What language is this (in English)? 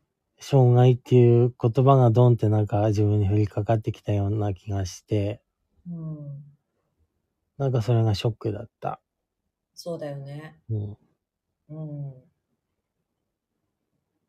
Japanese